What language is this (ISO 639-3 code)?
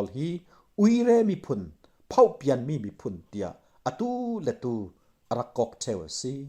cfm